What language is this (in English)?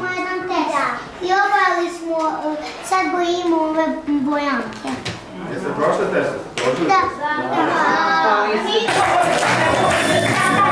Serbian